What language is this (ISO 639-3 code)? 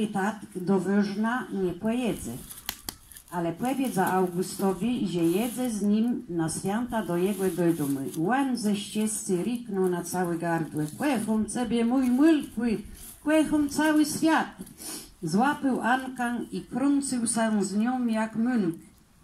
csb